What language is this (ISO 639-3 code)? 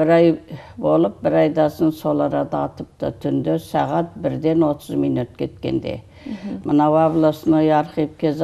kaz